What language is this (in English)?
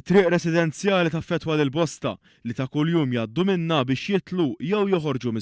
Maltese